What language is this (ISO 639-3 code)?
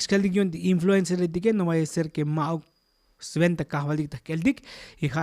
tzo